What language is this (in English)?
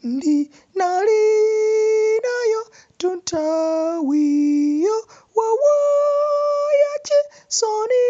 Nyanja